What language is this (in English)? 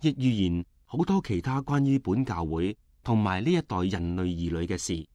Cantonese